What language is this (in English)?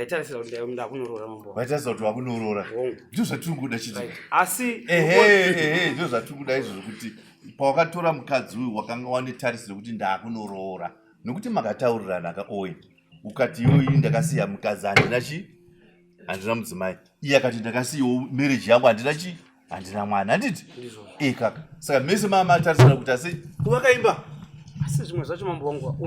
Shona